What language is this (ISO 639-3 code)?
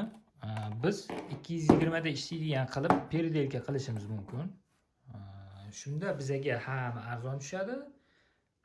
uzb